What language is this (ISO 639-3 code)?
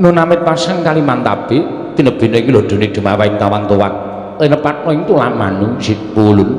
jav